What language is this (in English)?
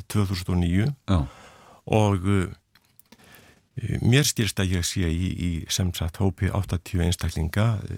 Icelandic